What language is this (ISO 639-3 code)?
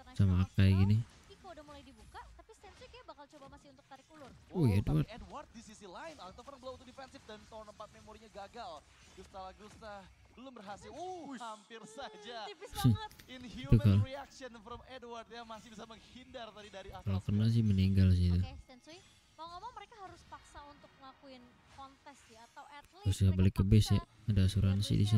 ind